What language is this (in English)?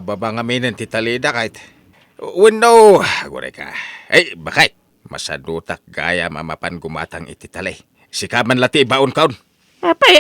Iloko